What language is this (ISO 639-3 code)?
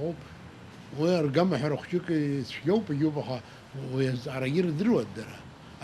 abk